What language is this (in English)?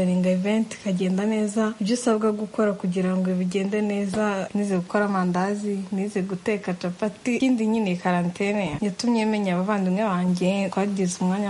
Kinyarwanda